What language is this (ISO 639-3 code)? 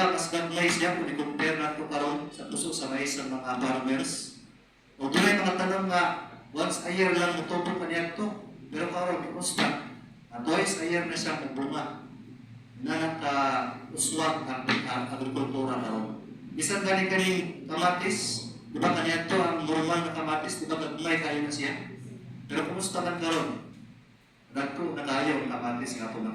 ceb